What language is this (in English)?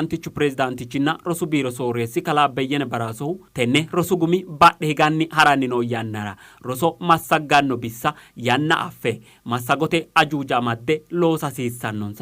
Sidamo